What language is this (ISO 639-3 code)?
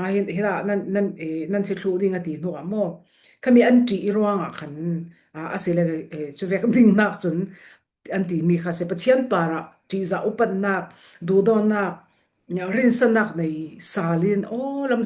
cfm